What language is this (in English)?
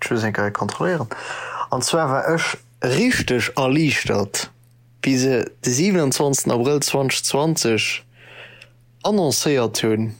Luxembourgish